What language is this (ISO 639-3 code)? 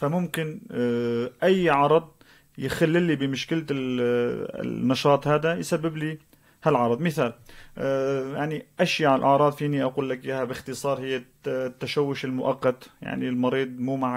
apc